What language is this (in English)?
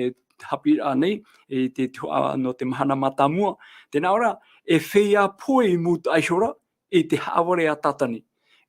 Tahitian